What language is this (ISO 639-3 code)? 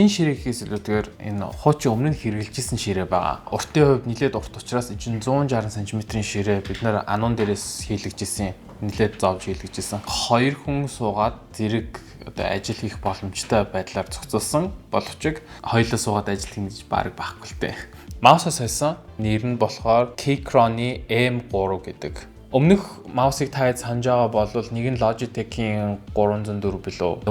mon